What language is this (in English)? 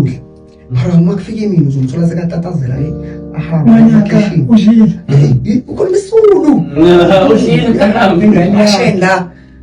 Zulu